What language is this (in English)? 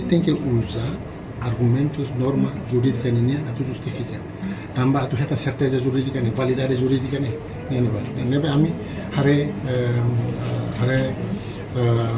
Tetum